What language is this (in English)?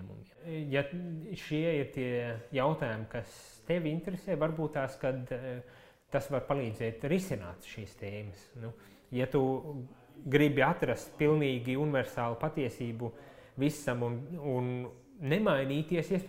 Latvian